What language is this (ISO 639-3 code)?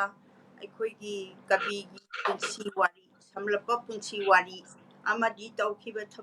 mni